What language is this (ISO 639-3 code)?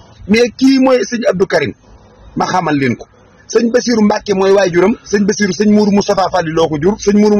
wol